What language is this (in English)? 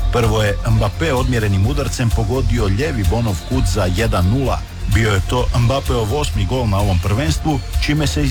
Croatian